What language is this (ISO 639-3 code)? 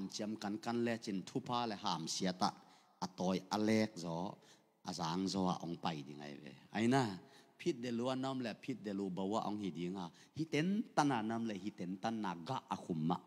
ctd